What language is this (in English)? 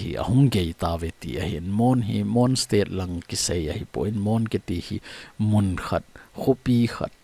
Thado Chin